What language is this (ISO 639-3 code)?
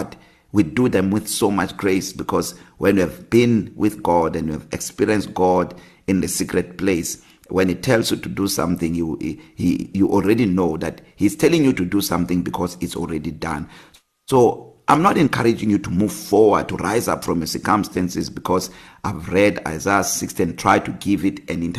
eng